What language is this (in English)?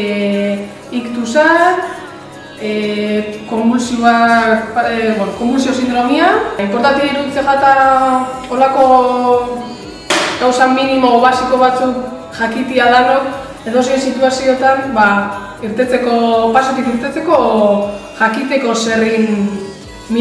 Basque